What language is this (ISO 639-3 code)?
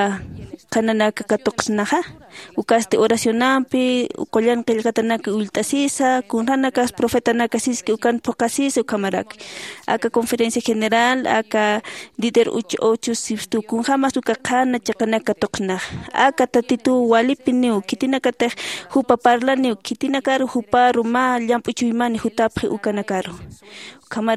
aym